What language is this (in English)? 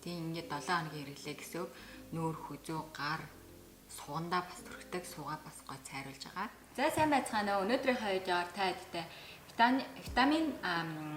Mongolian